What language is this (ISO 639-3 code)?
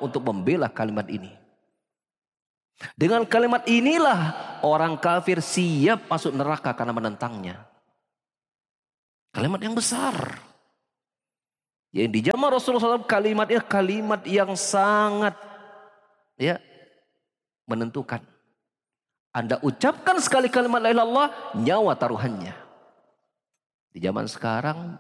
ind